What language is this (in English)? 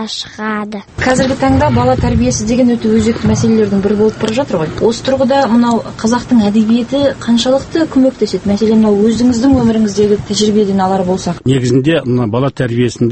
Kazakh